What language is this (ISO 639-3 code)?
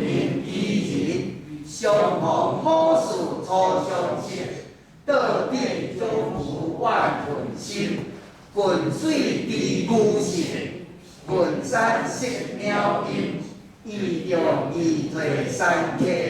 nan